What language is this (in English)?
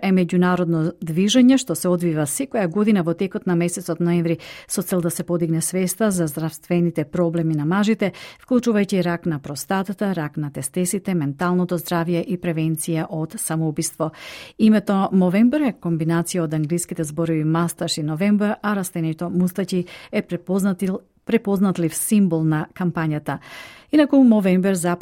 Macedonian